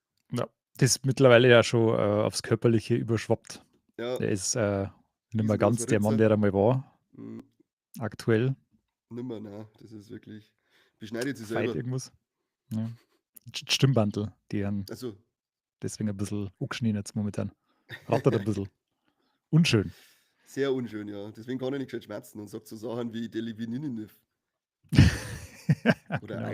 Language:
Bavarian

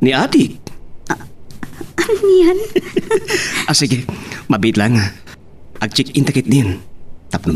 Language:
Iloko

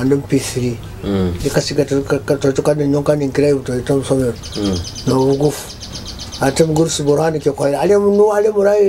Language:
Nyoro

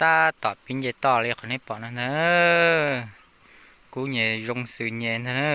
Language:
Hmong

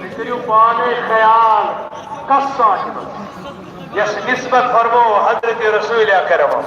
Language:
Kashmiri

